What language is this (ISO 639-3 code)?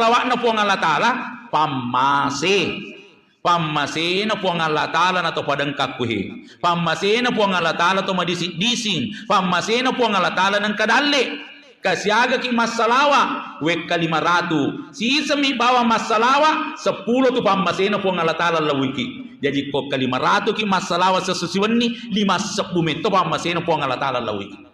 bug